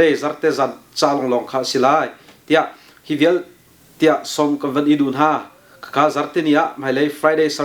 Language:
Hakha Chin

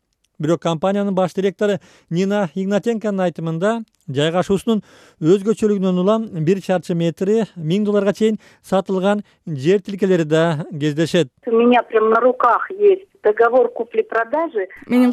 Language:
Kyrgyz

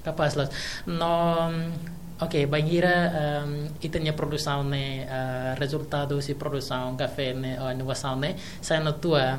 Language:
Tetum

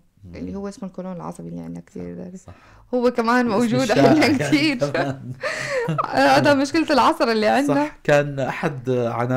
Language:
North Levantine Arabic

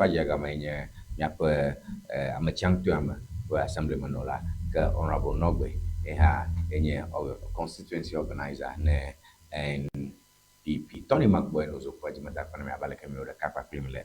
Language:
Ewe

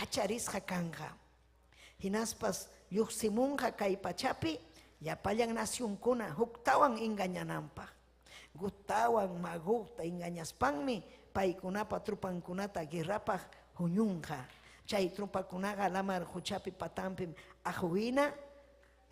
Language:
Ayacucho Quechua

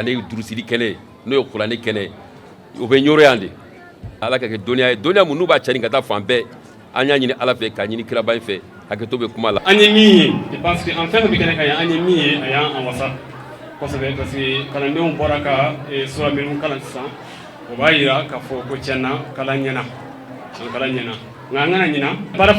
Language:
Bambara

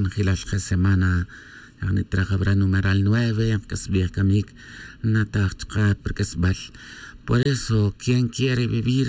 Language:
Tz'utujil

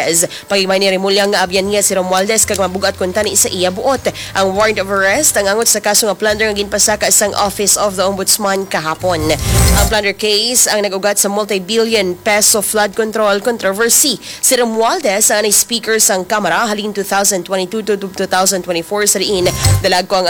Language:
Hiligaynon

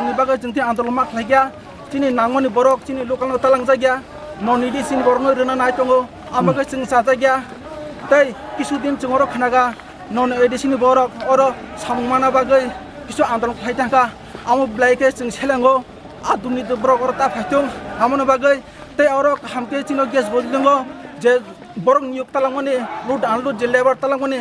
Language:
Kok Borok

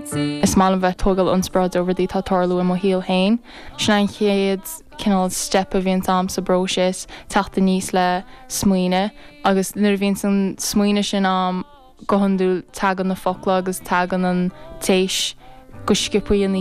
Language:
Irish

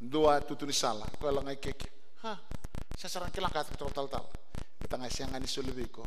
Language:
Fijian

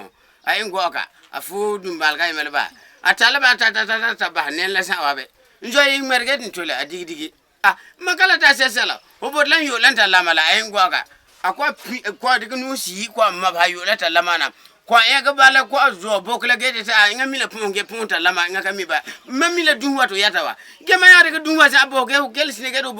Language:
Frafra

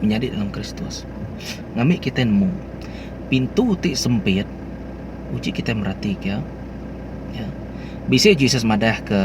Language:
Iban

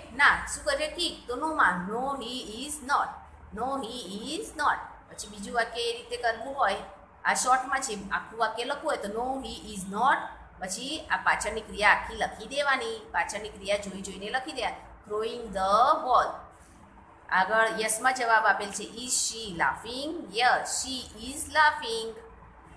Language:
Gujarati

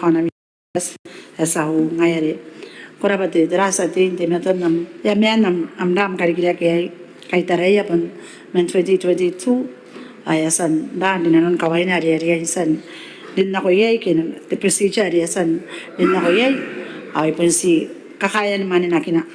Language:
Gilbertese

